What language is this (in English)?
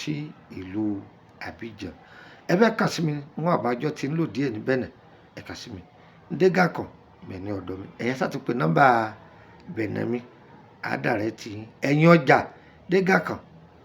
Yoruba